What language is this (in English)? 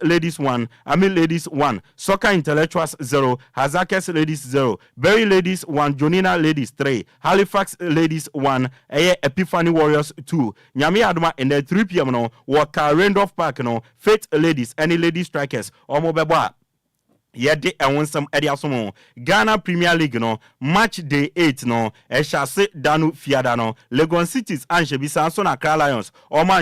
Akan